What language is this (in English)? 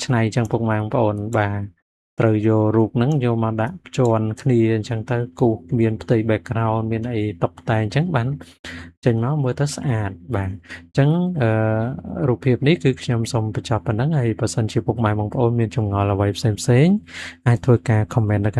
Khmer